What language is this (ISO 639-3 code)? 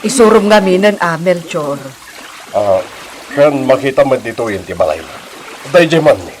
ilo